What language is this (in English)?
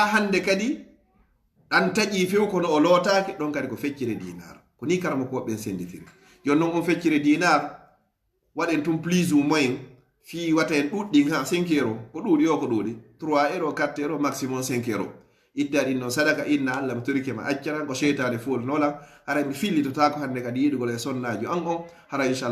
Fula